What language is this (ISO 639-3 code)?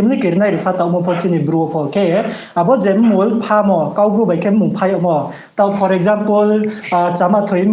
ria